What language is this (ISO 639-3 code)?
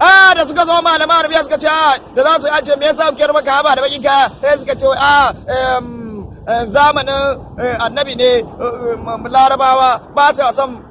hau